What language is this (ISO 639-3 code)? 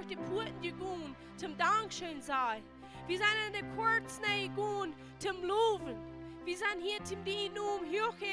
pdt